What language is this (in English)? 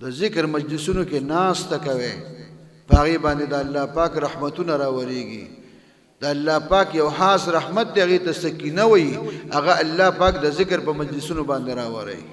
Pashto